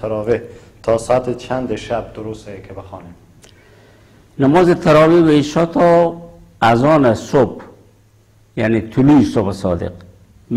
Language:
Persian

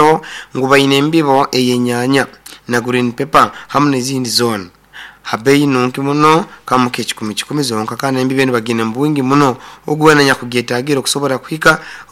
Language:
Nyoro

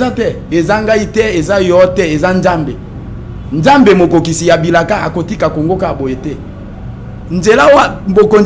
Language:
Lingala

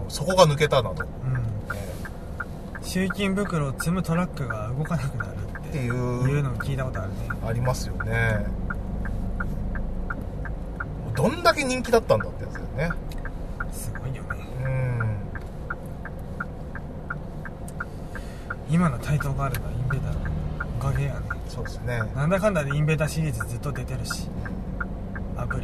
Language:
Japanese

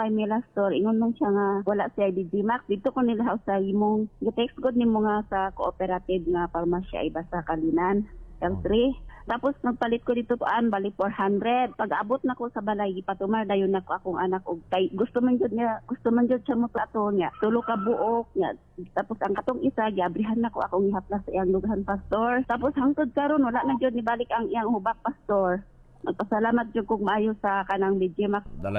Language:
Cebuano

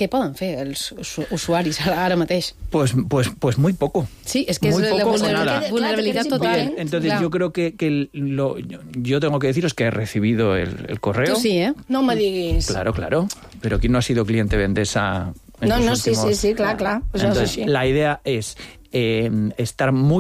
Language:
Catalan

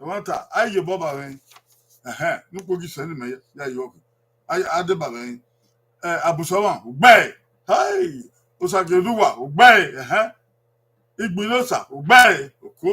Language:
Bini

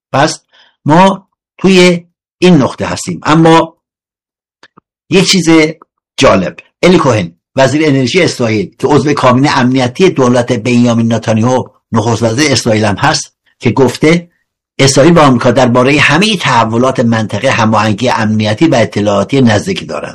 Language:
Persian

